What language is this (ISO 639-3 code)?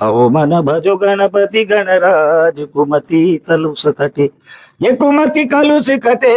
hne